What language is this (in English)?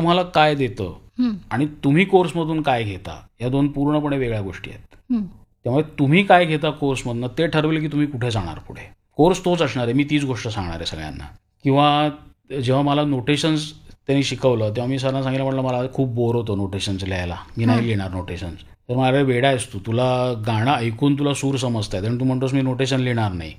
Marathi